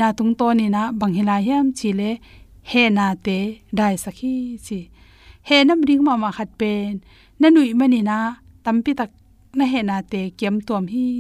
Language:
Tedim Chin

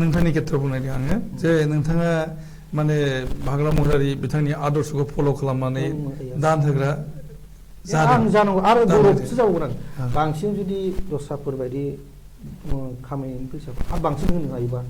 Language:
Bodo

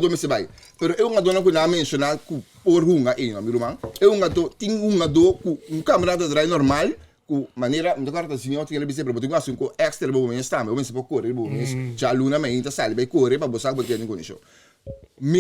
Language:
Papiamento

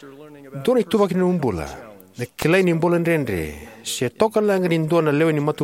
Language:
Fijian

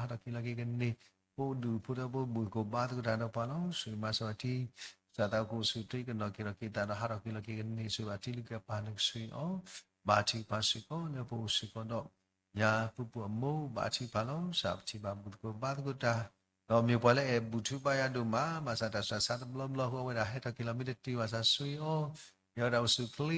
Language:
S'gaw Karen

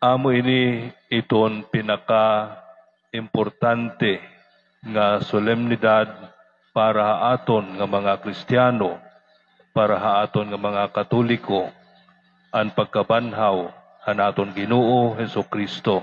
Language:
Waray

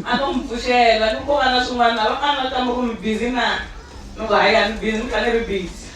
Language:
Tsonga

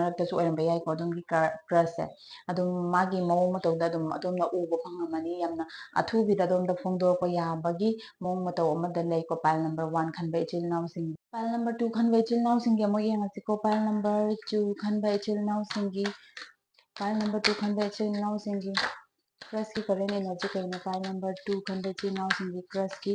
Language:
Manipuri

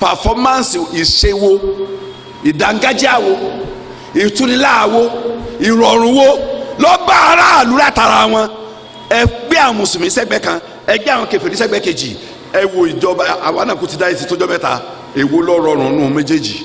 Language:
Yoruba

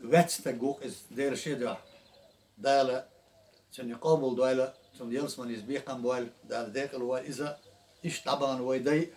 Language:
Chechen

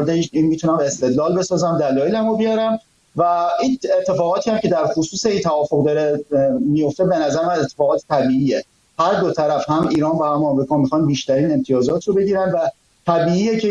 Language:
Persian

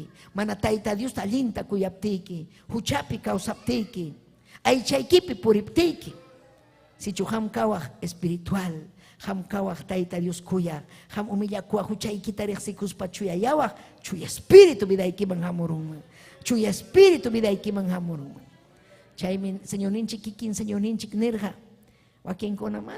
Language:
Ayacucho Quechua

